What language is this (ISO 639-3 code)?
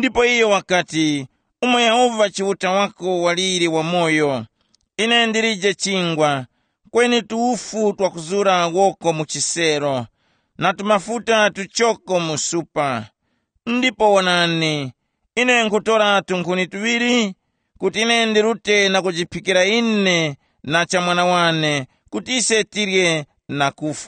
tum